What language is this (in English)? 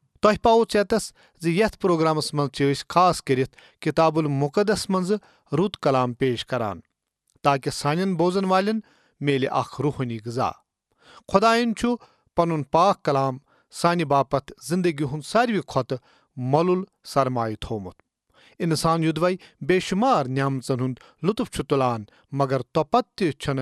Kashmiri